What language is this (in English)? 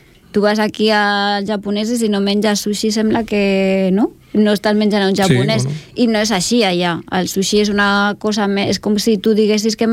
Catalan